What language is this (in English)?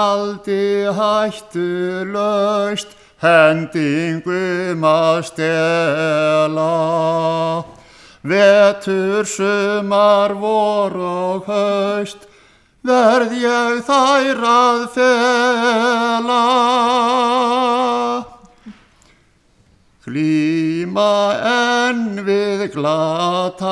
Icelandic